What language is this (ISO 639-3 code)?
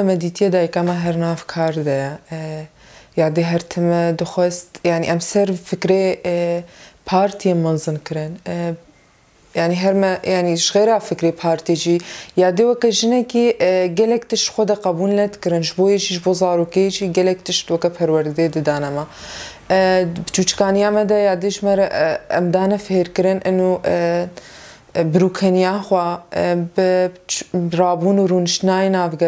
kur